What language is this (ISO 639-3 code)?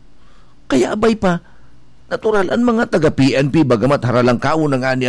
bik